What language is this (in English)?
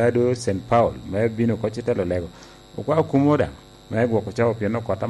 Lango (Uganda)